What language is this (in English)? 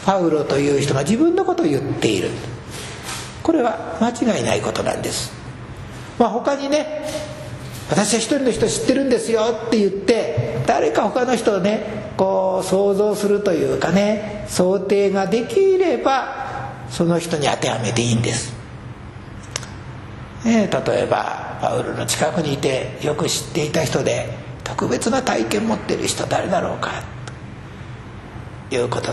Japanese